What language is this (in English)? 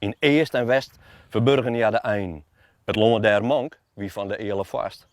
Western Frisian